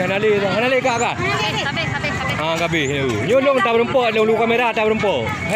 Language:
Achinese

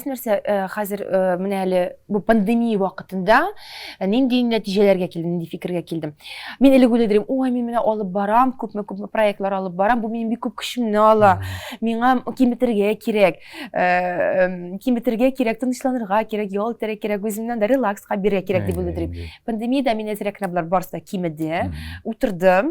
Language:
Tatar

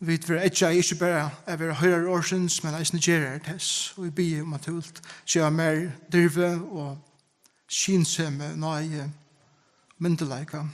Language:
Faroese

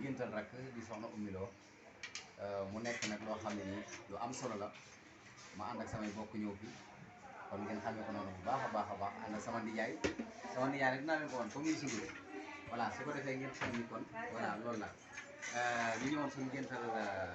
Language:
Wolof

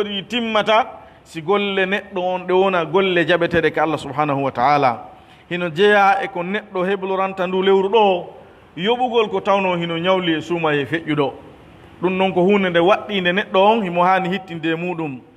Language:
Pular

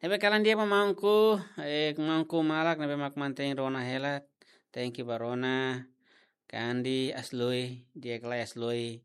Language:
Tetum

